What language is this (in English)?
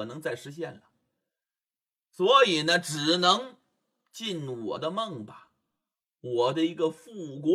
Chinese